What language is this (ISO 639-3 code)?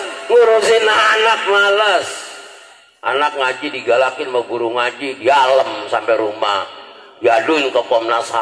bew